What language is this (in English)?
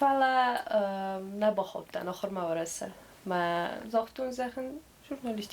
Ossetic